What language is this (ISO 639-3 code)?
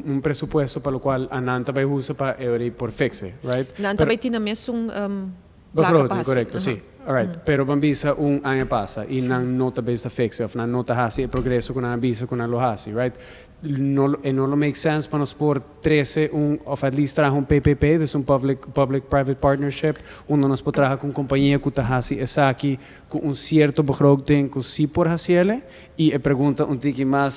pap